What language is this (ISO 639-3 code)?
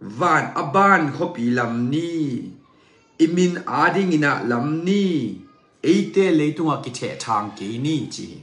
ctd